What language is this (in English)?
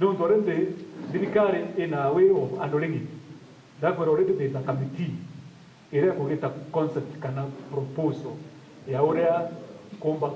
Meru